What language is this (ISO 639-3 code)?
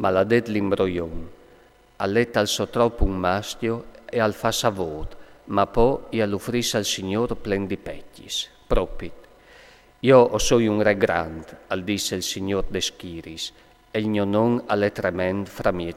fur